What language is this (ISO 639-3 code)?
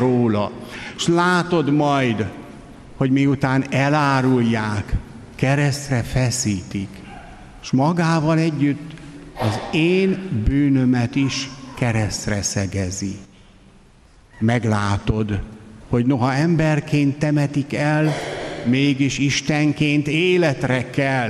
hun